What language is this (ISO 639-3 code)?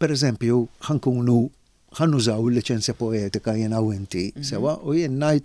mlt